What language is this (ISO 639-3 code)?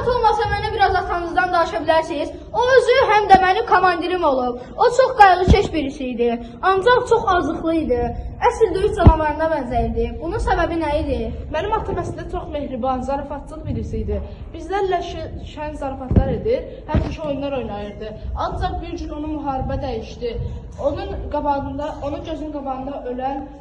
aze